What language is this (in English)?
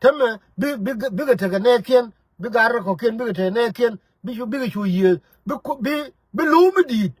Nuer